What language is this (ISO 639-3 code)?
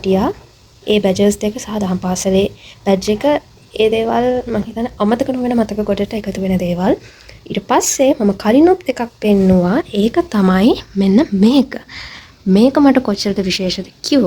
sin